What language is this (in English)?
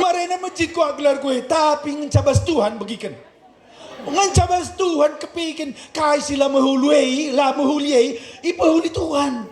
Batak Karo